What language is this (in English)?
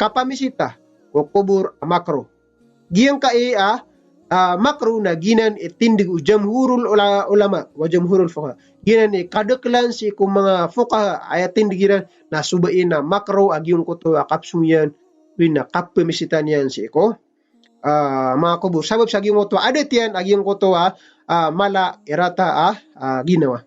Maranao